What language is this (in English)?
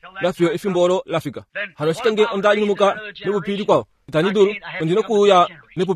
Kuanyama